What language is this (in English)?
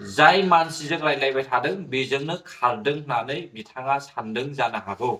Bodo